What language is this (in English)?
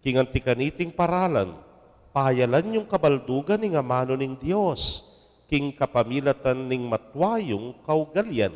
Pampanga